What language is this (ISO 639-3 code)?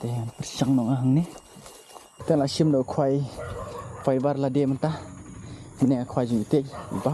kha